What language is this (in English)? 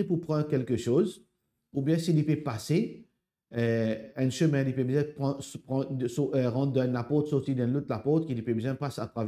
Morisyen